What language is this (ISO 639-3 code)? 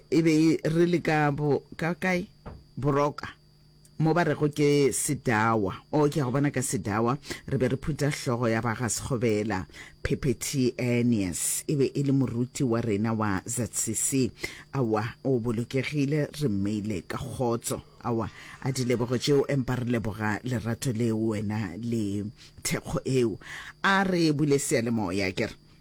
nso